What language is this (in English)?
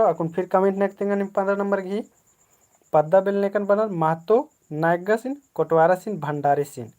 Kurukh